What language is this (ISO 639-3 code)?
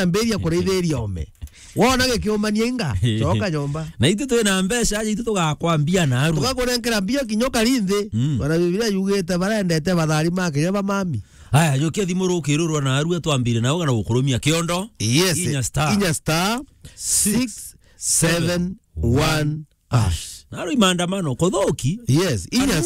mer